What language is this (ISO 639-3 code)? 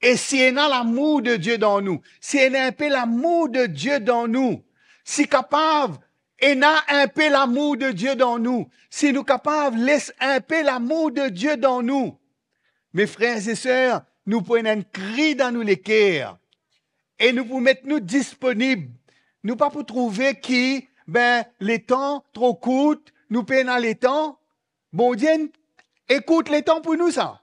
mfe